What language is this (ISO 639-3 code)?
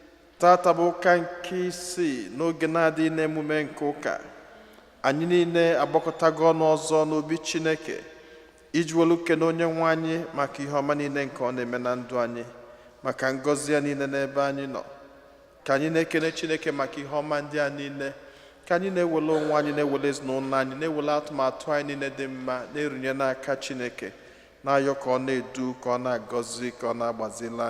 ibo